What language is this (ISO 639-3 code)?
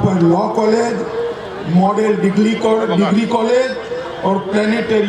mjw